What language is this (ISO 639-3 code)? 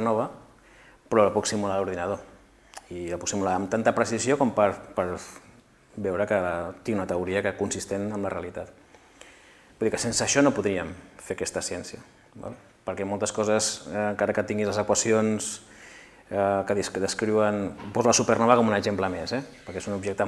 cat